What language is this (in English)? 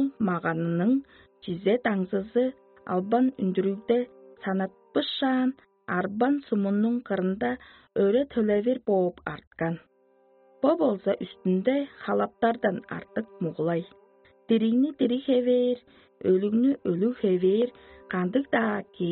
Tuvinian